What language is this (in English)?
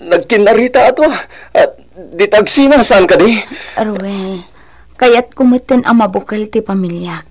Iloko